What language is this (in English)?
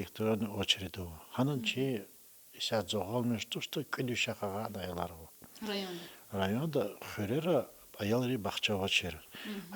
Lezghian